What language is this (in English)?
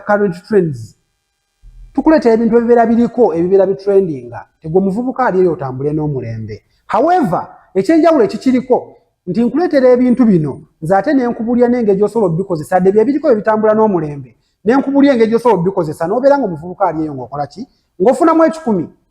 Ganda